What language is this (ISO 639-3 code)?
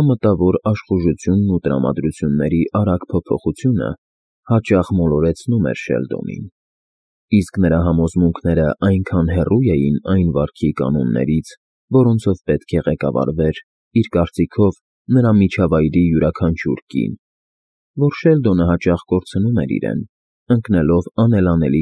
hye